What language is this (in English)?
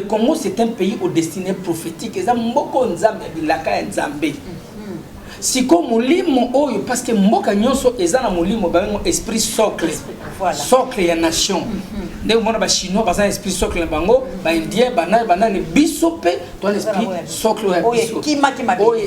Lingala